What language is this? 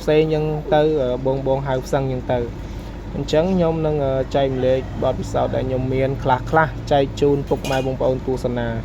Khmer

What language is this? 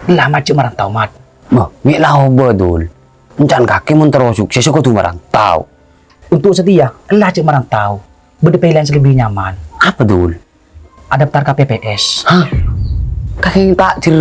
Madurese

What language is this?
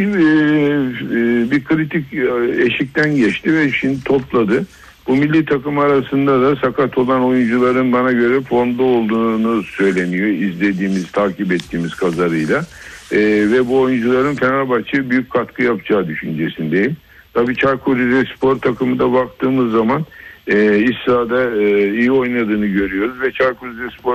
Turkish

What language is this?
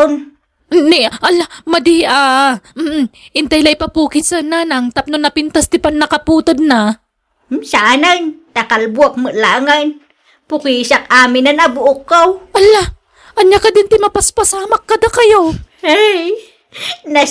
Iloko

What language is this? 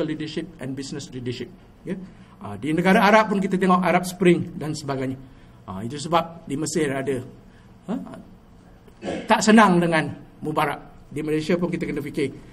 Malay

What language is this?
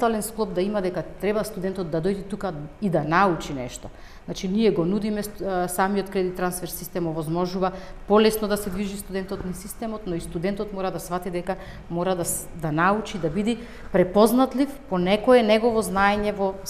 Macedonian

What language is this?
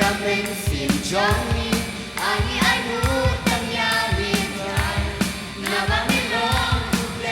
Khasi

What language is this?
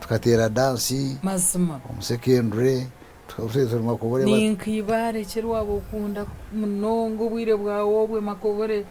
Nyankole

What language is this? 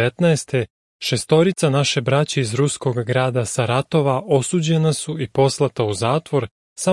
Serbian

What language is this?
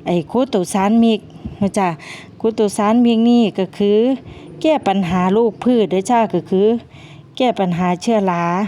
Lao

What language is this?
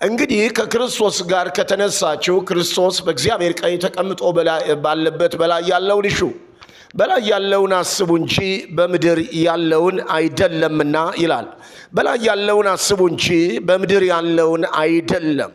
Amharic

